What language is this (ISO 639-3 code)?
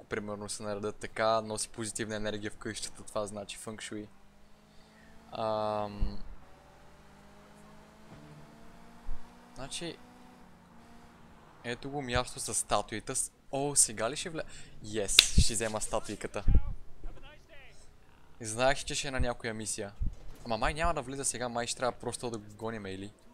bul